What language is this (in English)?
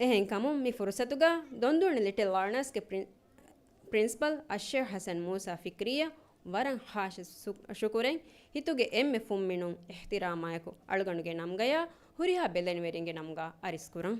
Divehi